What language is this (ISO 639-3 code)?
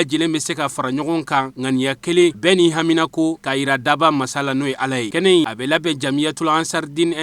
bam